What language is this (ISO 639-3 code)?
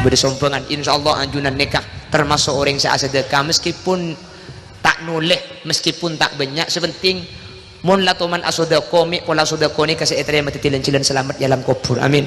mad